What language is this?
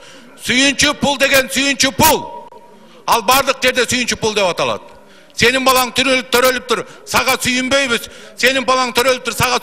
Kyrgyz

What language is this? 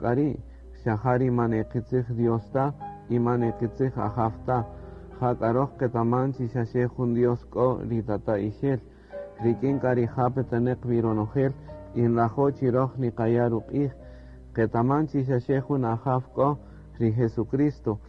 Kaqchikel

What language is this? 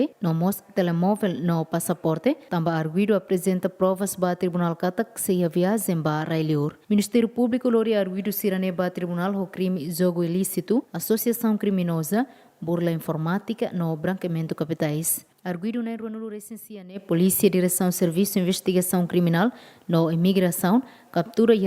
Tetum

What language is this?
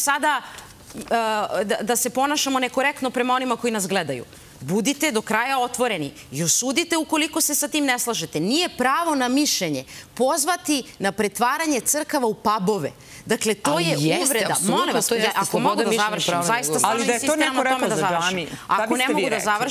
Serbian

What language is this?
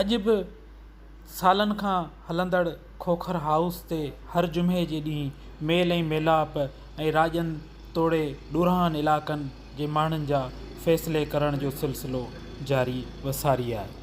Sindhi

